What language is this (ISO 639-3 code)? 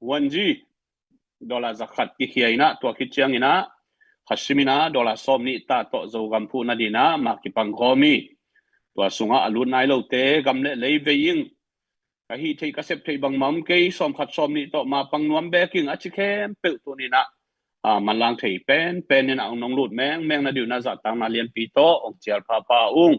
ctd